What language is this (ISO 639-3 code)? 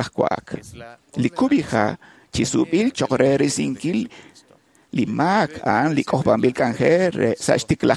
kek